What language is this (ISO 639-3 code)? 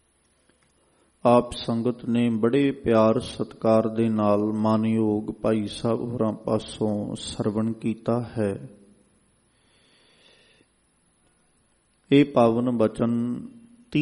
pan